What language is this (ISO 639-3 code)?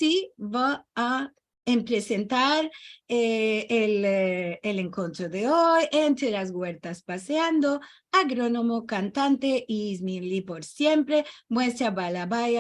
lad